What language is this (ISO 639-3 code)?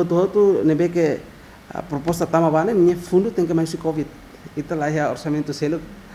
tet